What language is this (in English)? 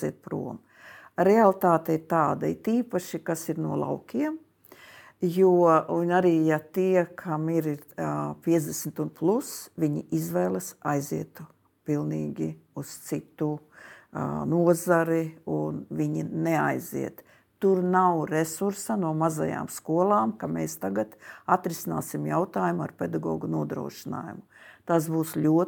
Latvian